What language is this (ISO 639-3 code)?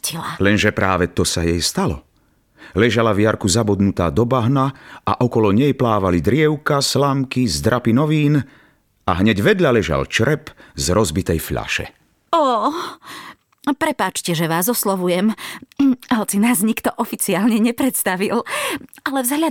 slk